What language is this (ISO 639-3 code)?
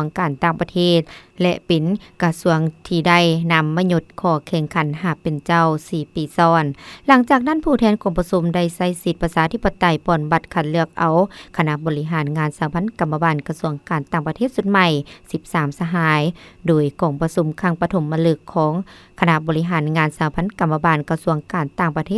lao